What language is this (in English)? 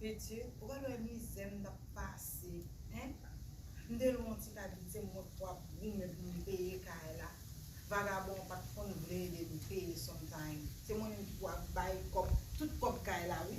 Haitian Creole